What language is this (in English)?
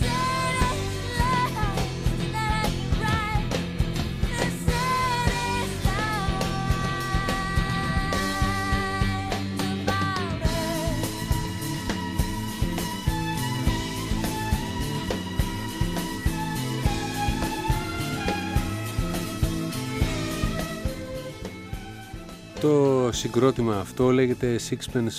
Greek